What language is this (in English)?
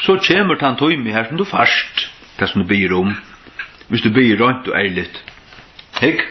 Faroese